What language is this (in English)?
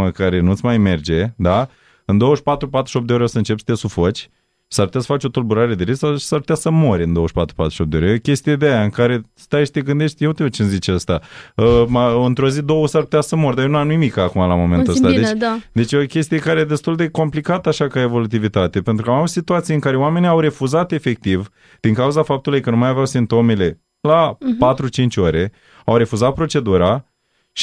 Romanian